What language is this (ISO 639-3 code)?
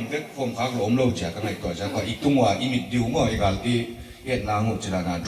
pck